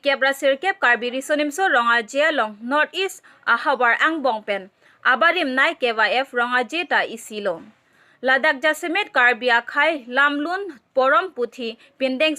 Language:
Karbi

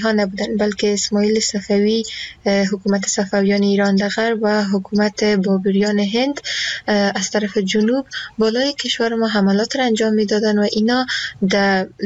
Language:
Persian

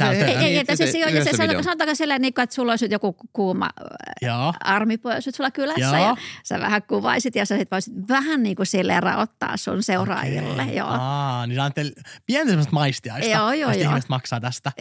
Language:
Finnish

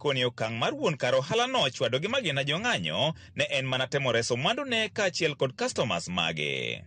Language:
Luo (Kenya and Tanzania)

